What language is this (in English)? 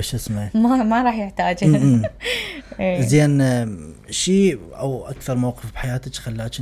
Mesopotamian Arabic